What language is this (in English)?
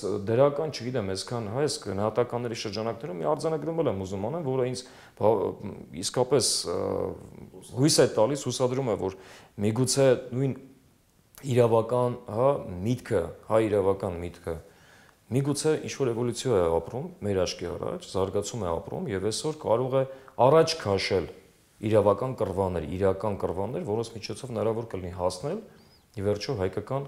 Armenian